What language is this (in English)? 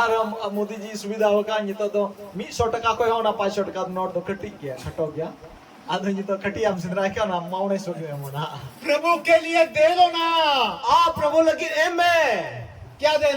Santali